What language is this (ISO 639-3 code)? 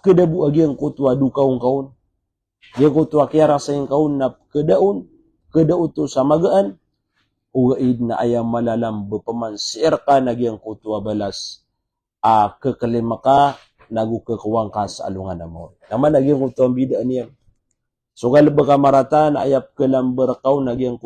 mrw